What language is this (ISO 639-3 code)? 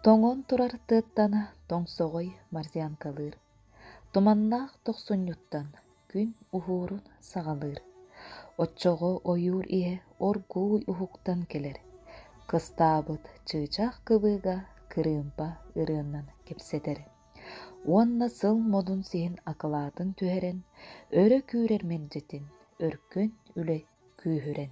sah